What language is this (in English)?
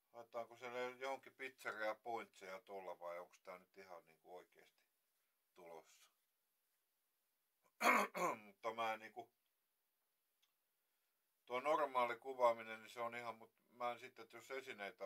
Finnish